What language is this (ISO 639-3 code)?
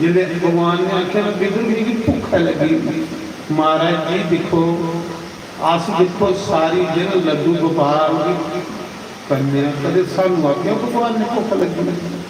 doi